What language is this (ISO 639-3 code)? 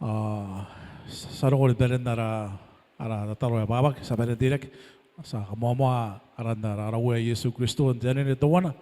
gil